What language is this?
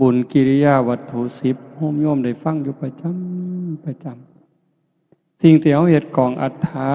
Northeastern Thai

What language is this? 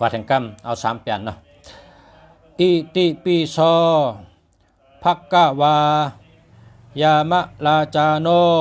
Shan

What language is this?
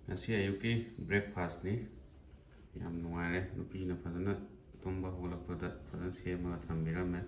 Manipuri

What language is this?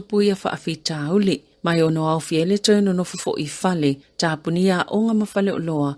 Samoan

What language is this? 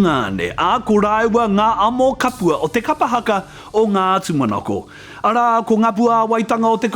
Māori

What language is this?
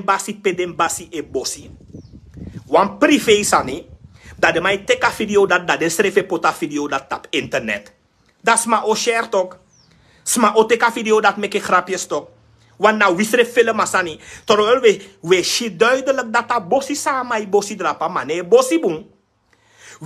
Sranan Tongo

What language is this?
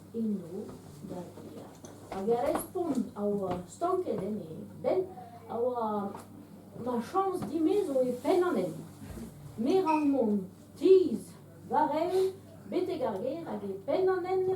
Breton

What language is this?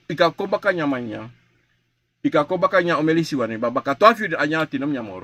Sranan Tongo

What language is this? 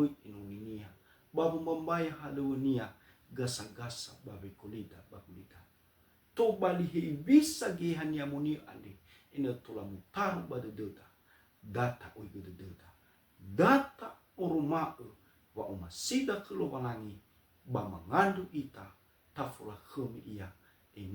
Nias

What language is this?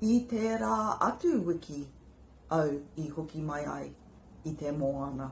Māori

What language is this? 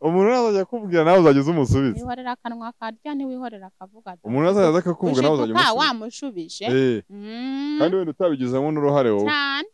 Kinyarwanda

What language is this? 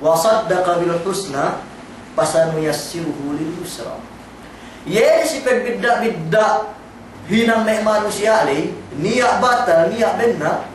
Yakan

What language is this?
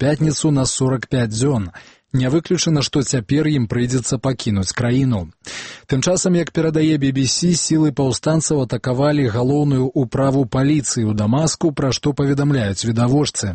Belarusian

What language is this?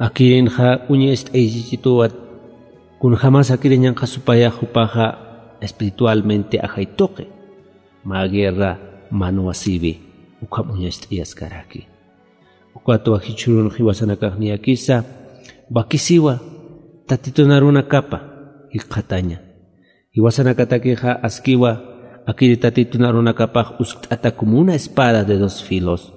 Aymara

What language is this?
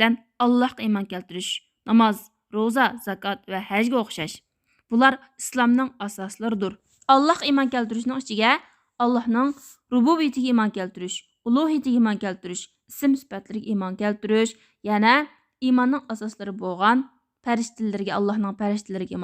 Uyghur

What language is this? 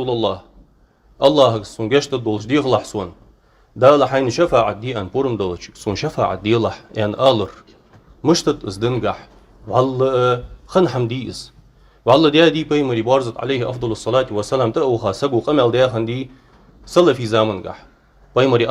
Ingush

